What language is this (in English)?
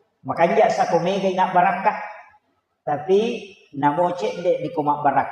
Buginese